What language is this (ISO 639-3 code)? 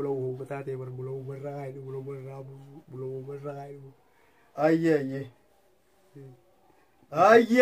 orm